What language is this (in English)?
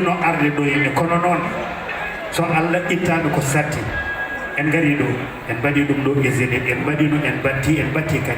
Fula